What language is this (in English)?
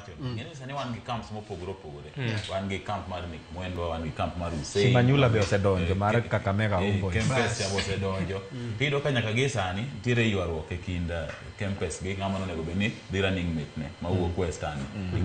Luo (Kenya and Tanzania)